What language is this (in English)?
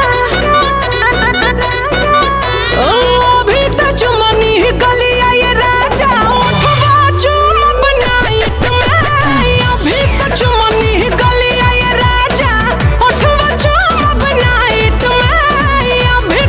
Bhojpuri